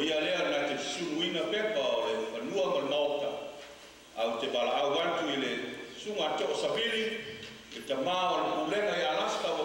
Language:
Samoan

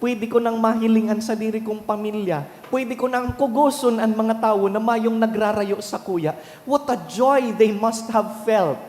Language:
Bikol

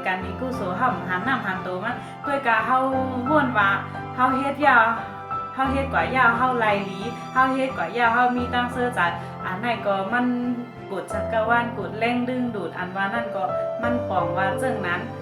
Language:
Shan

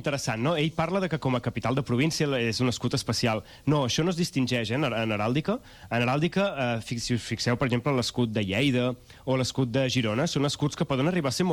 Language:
Catalan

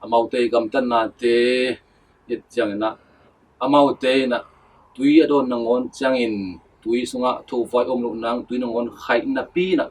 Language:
Tedim Chin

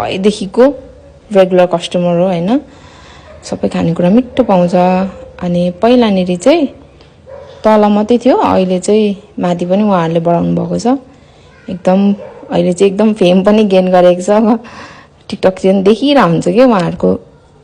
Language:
Nepali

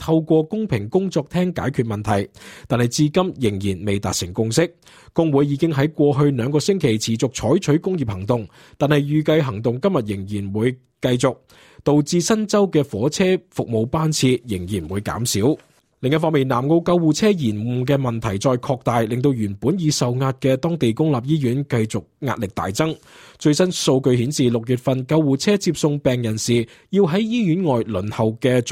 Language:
Cantonese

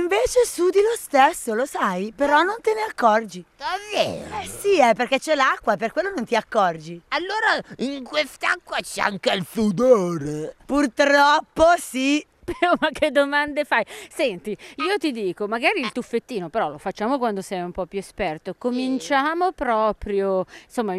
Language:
Italian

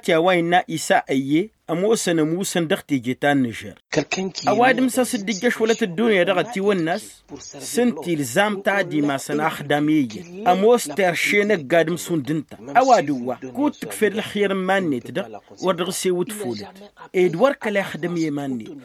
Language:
Tamasheq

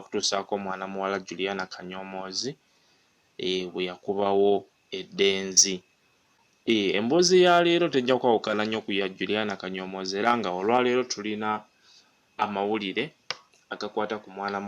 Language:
Ganda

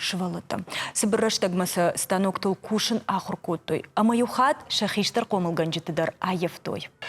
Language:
Ossetic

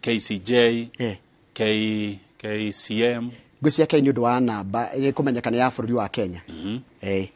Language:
Kikuyu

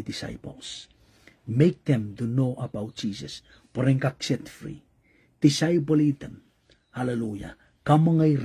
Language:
Pohnpeian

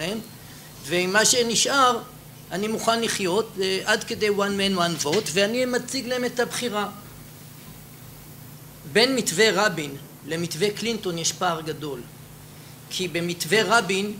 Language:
Hebrew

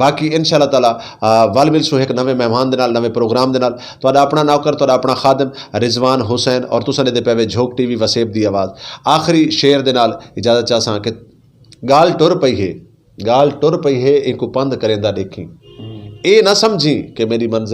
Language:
Saraiki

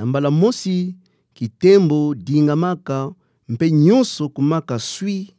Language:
Kituba (Democratic Republic of Congo)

